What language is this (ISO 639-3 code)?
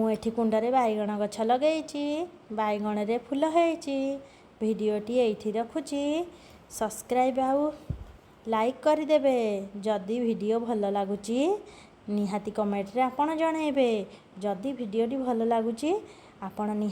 ori